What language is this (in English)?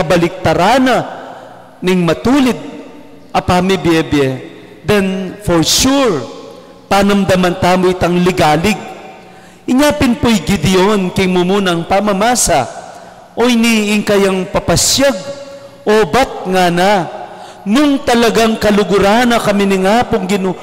Pampanga